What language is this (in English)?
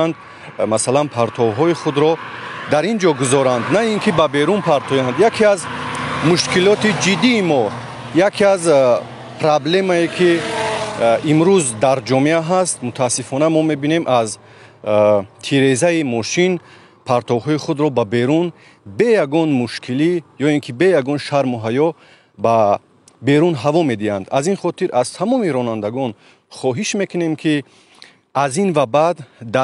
Tajik